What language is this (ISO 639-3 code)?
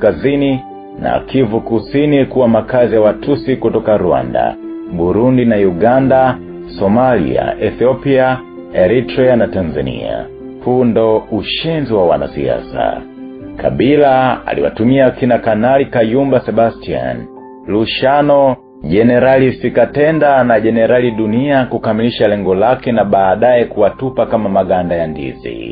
swa